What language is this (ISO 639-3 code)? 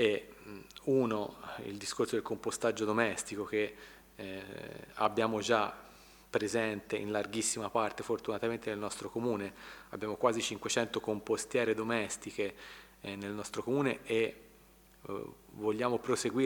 ita